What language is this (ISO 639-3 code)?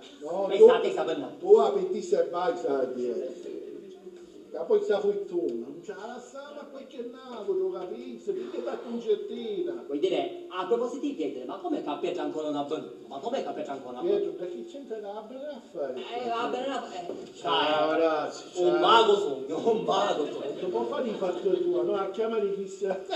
scn